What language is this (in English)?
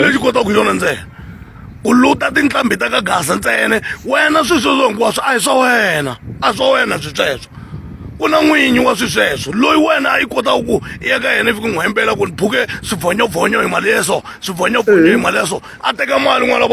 Tsonga